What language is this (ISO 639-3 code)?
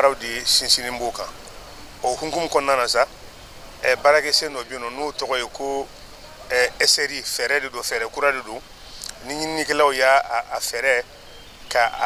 bam